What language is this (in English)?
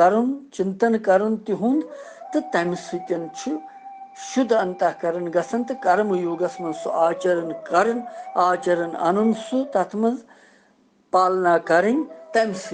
Kashmiri